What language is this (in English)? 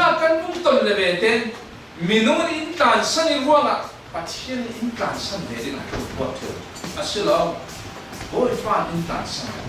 Falam Chin